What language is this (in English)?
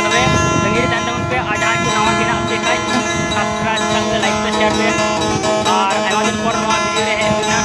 Santali